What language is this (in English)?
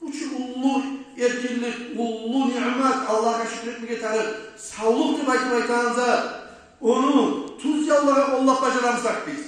Kumyk